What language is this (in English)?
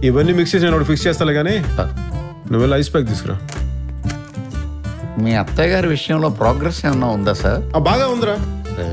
Telugu